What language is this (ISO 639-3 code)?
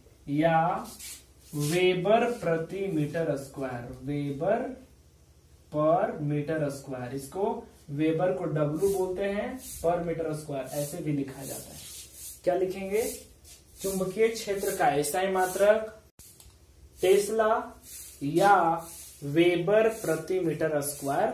hin